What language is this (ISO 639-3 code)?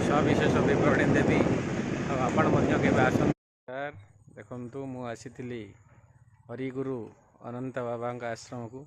ori